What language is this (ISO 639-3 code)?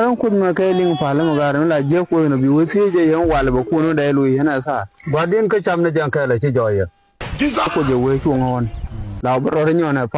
nus